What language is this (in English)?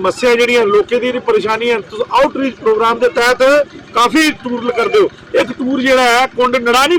Dogri